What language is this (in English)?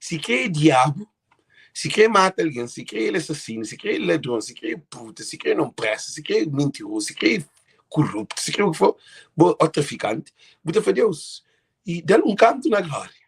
Kabuverdianu